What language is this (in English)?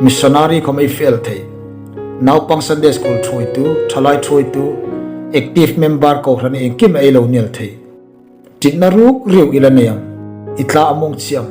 Hmar